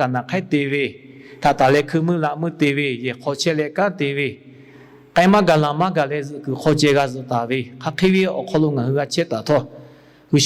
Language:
Lahu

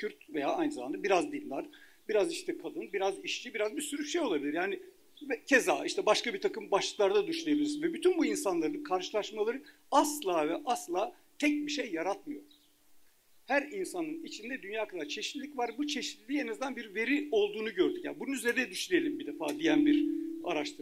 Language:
Turkish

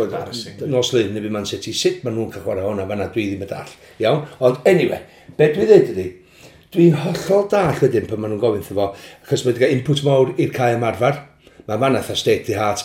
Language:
Welsh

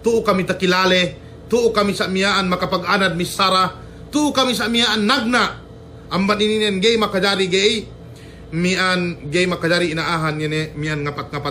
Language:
Yakan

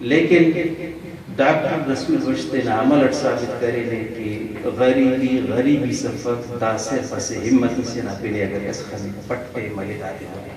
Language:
Brahui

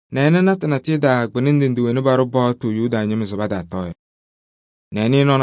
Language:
Kabiyè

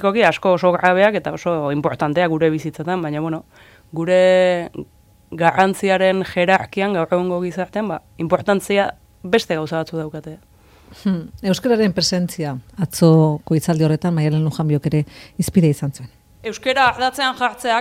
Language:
Basque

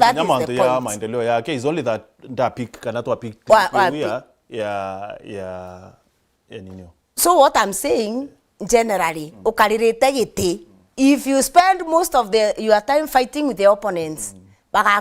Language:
Meru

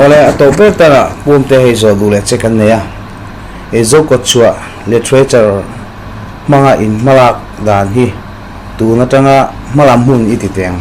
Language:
Mizo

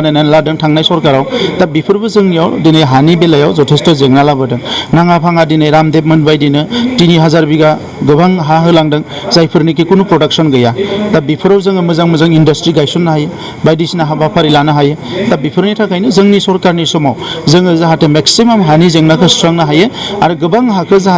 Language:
Bodo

